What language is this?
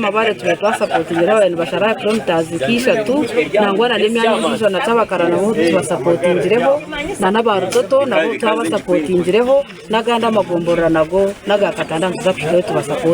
Nyankole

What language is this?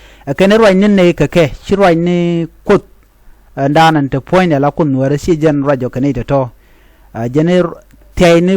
Nuer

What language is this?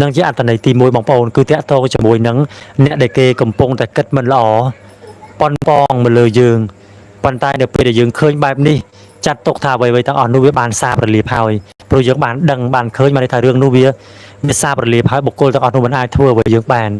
Khmer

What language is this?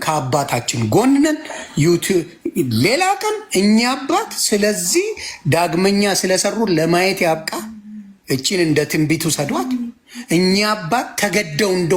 Amharic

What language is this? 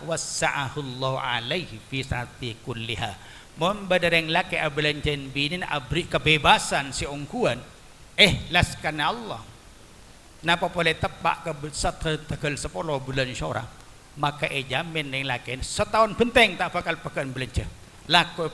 Madurese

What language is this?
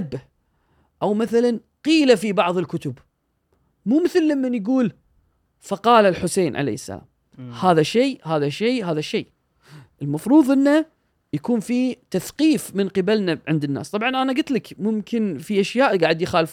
Gulf Arabic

